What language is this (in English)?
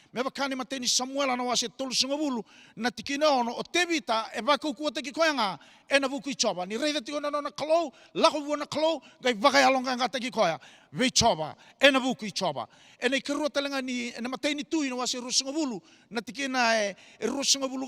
Fijian